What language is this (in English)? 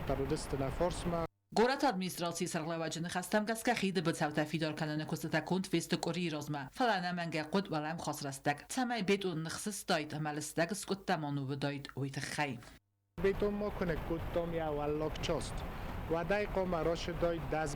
Ossetic